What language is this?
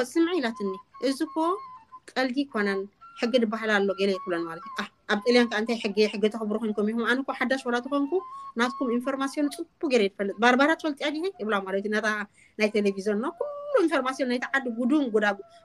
Tigrinya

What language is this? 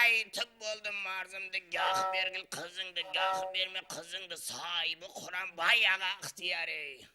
Kara-Kalpak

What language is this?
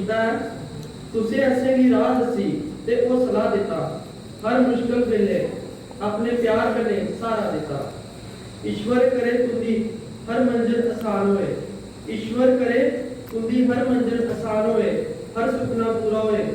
Dogri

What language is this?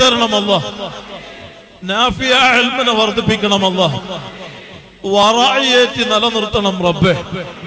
Malayalam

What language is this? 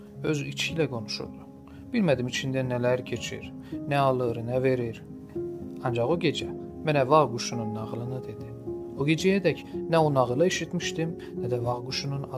South Azerbaijani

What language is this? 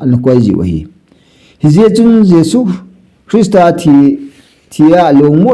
Thado Chin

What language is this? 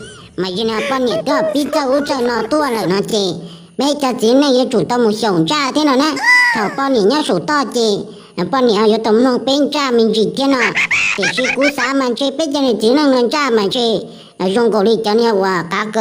Hmong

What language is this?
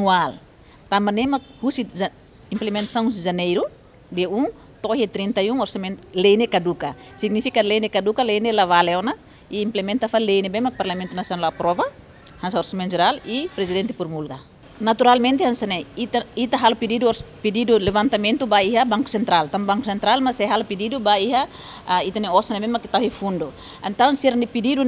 Tetum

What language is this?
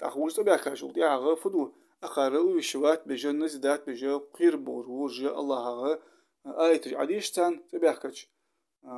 Ingush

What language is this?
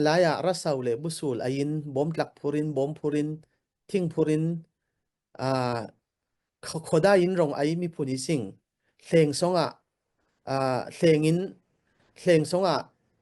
Falam Chin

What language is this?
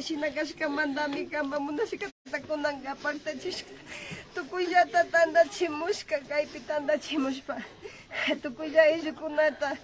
Imbabura Highland Quichua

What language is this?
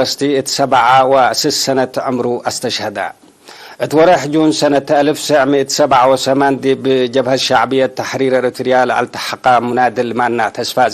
Tigre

